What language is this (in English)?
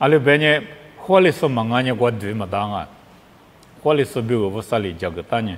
Lisu